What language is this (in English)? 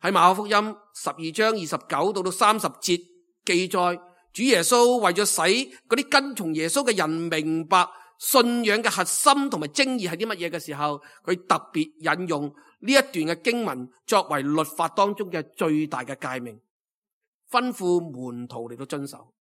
Cantonese